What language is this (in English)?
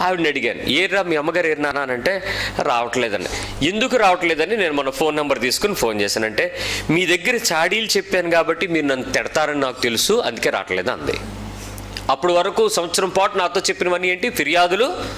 Telugu